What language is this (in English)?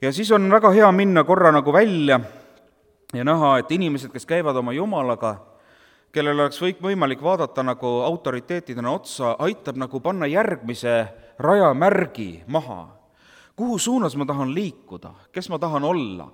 Estonian